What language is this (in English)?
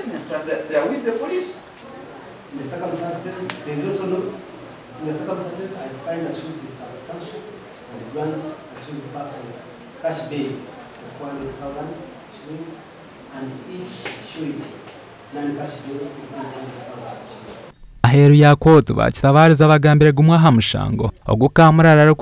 Nyankole